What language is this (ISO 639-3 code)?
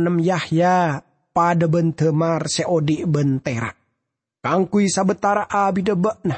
mad